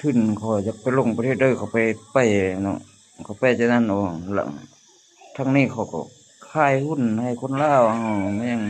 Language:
Lao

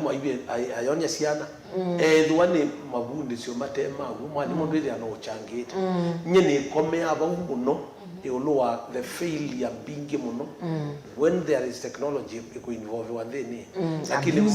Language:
Kamba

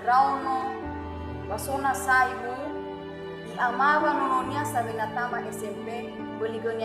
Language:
Nias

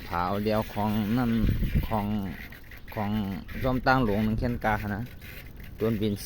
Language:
Shan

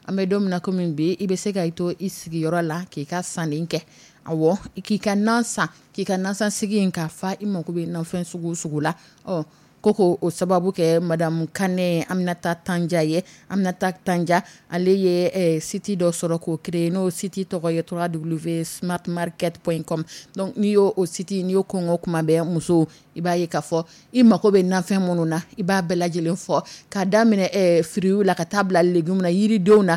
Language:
Dyula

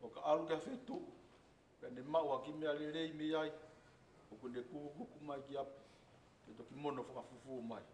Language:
Tongan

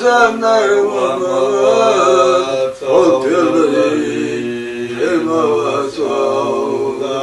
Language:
Chechen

